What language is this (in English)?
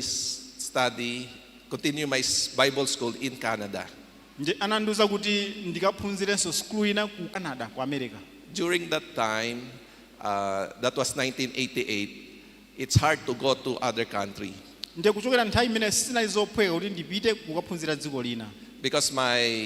Nyanja